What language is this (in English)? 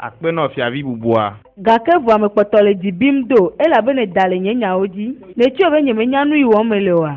Ewe